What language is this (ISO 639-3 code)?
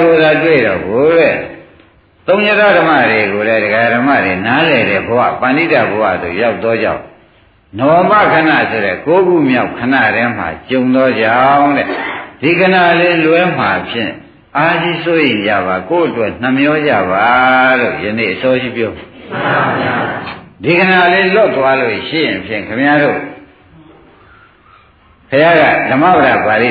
mya